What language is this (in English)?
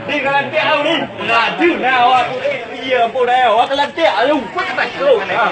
Achinese